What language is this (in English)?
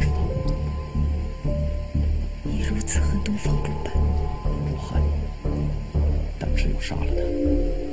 Chinese